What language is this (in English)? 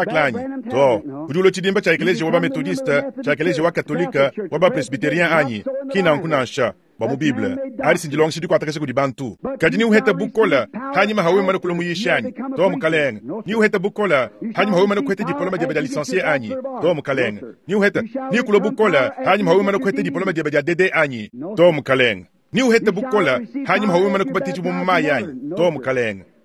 Luba-Lulua